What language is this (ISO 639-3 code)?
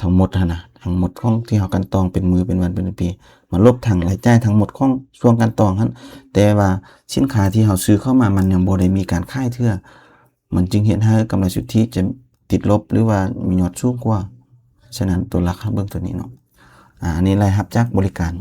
lao